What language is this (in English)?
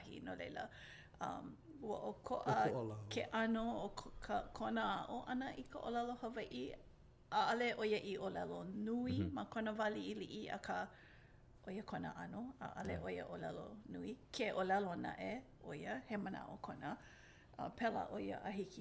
Hawaiian